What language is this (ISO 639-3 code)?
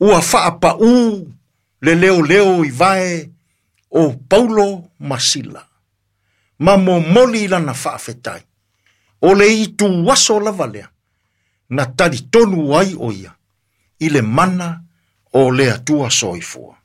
smo